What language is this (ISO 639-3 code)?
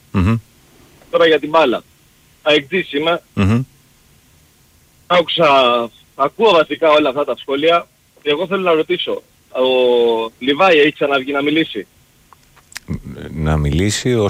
ell